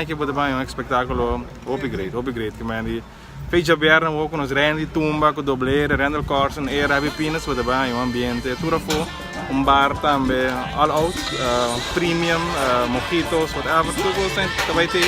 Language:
Papiamento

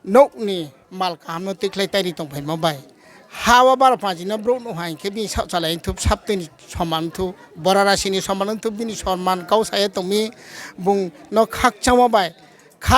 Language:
Riang (India)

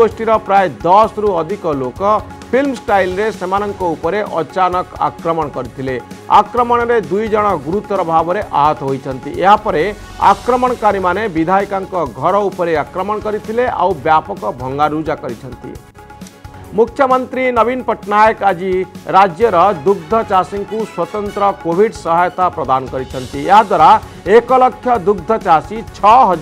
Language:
Odia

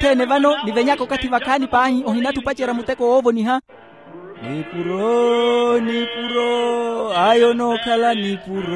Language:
Makhuwa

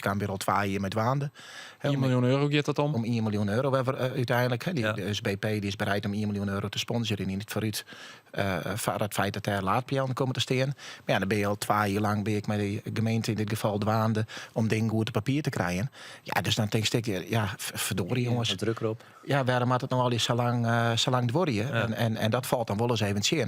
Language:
Western Frisian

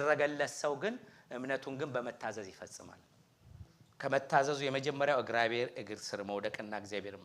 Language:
Amharic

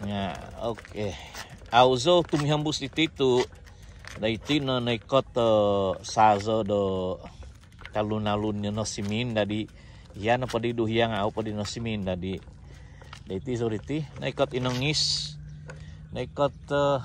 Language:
Central Dusun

